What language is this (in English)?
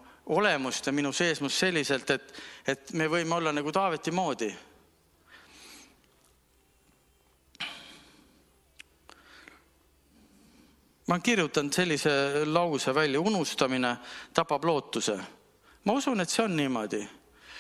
Estonian